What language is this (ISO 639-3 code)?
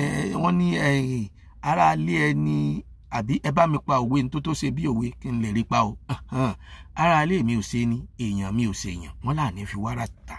yor